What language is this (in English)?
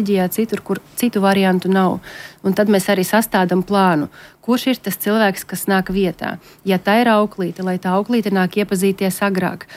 Latvian